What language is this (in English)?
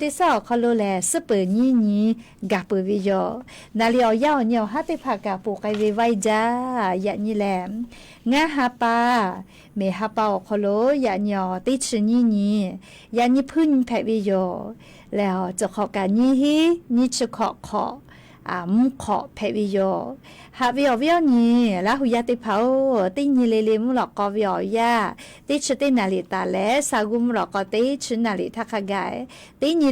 Lahu